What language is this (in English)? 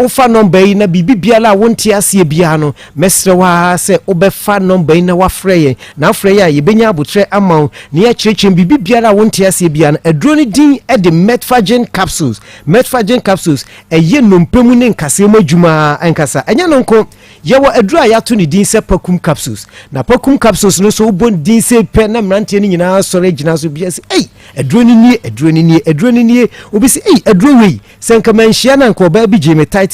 Akan